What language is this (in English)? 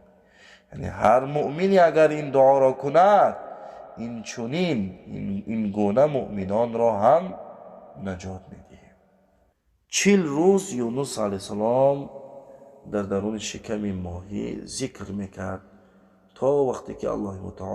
Tajik